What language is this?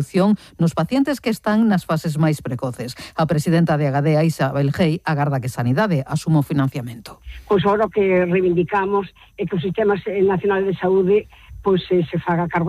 Galician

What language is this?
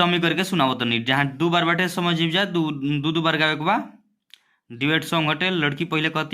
Bhojpuri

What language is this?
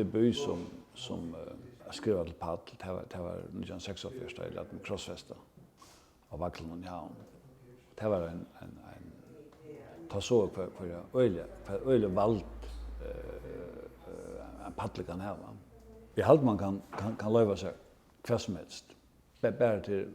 Faroese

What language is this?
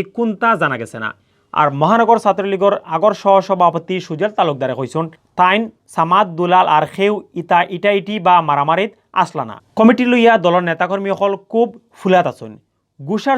Sylheti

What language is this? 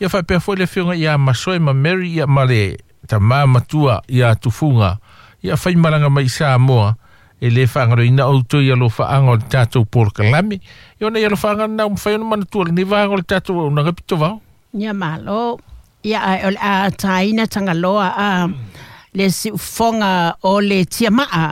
Samoan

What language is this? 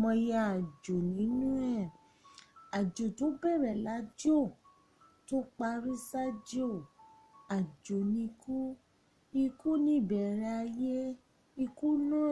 Yoruba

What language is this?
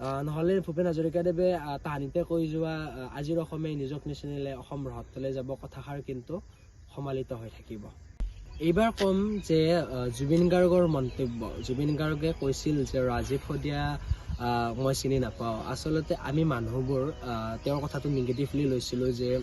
Assamese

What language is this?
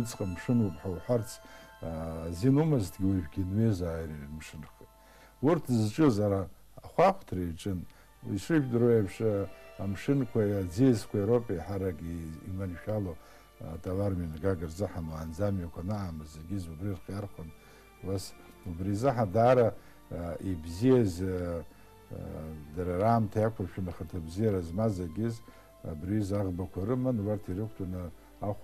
Abkhazian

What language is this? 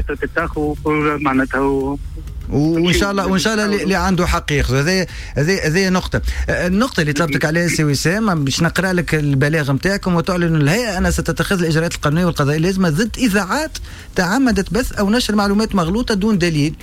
Tunisian Arabic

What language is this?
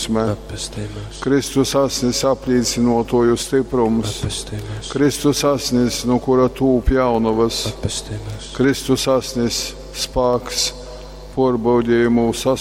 Latgalian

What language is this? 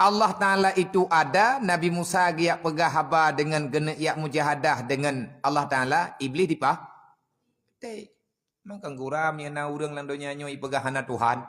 Achinese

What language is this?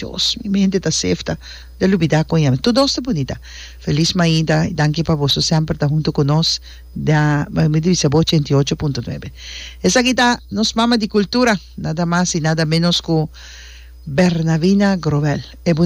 Papiamento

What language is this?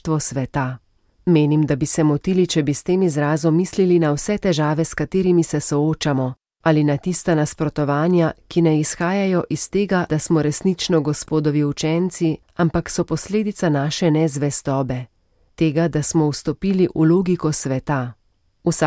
Slovenian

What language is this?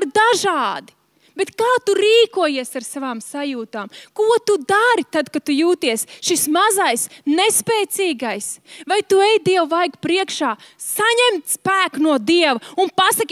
Latvian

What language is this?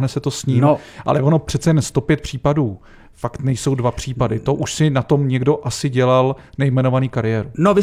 Czech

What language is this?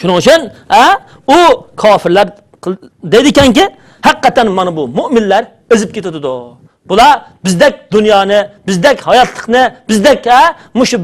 Uyghur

